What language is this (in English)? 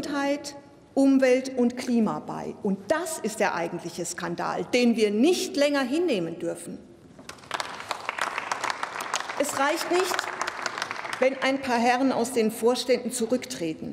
German